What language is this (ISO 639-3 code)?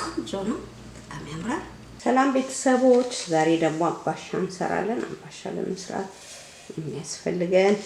amh